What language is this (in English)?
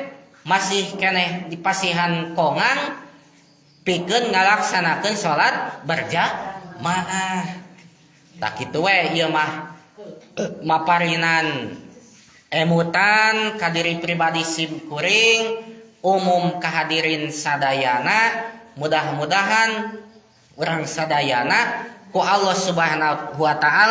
Sundanese